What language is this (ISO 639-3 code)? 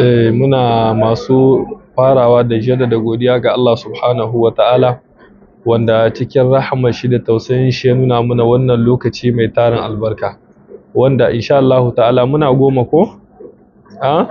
hau